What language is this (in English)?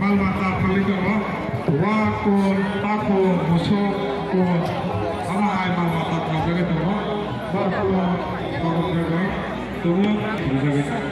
Kok Borok